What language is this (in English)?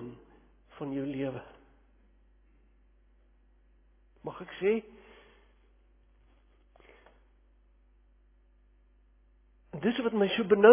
Afrikaans